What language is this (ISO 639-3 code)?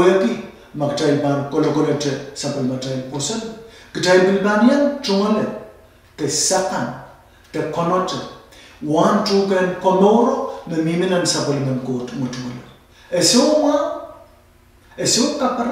pon